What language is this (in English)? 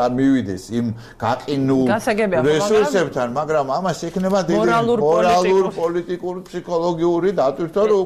Georgian